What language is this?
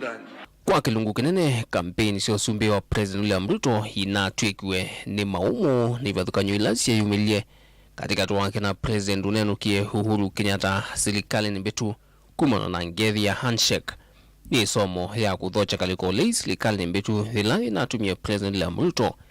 Kamba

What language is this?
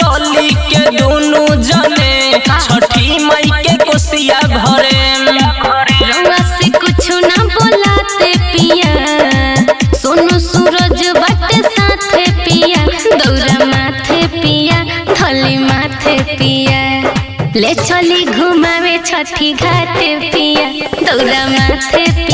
Bhojpuri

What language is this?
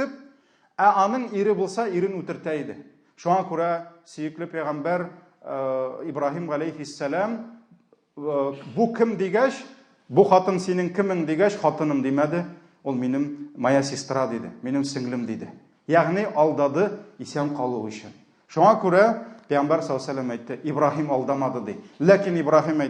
Tatar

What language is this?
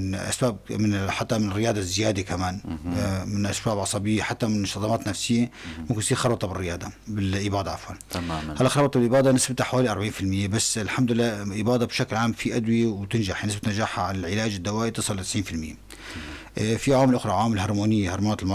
North Levantine Arabic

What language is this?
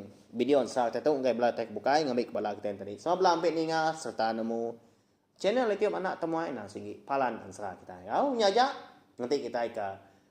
Iban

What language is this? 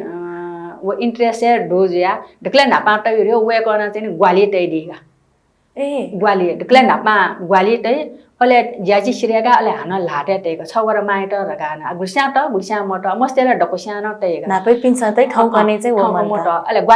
Newari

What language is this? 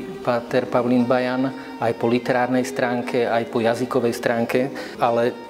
Slovak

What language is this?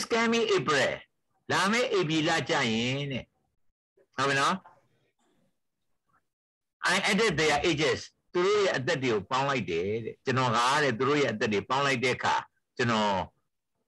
Burmese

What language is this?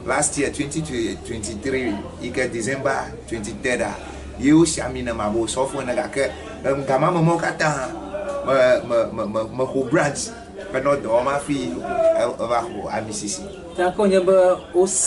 Ewe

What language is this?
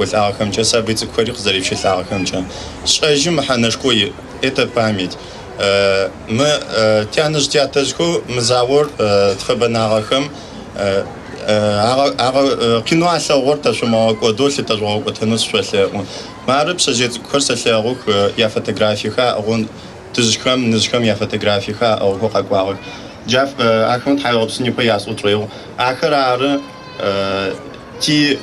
Adyghe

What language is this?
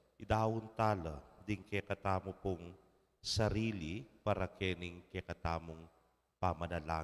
Pampanga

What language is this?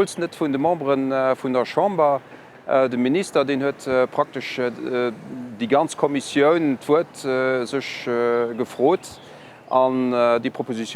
Luxembourgish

